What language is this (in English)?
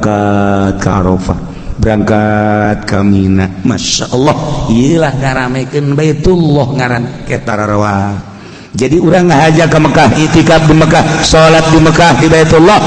Sundanese